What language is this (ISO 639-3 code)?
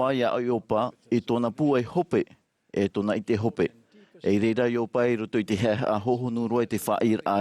tah